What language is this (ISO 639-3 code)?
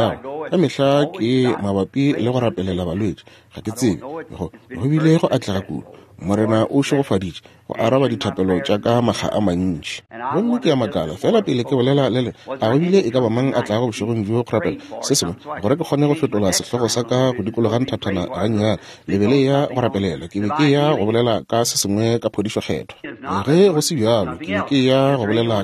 nso